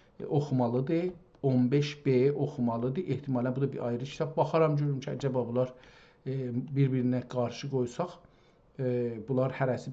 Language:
South Azerbaijani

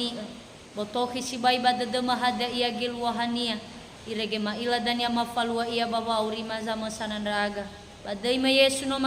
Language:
Nias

